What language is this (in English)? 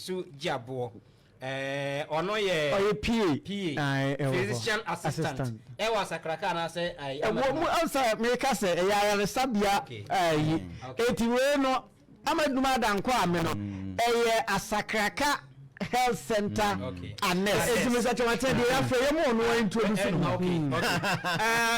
Akan